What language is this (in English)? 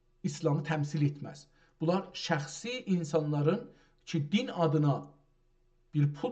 South Azerbaijani